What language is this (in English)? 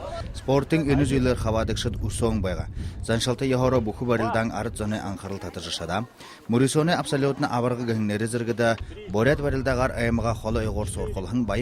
Buriat